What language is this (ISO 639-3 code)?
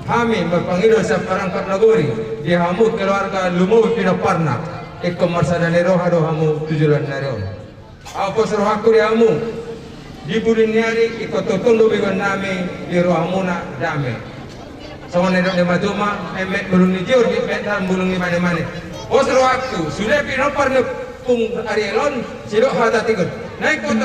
bbc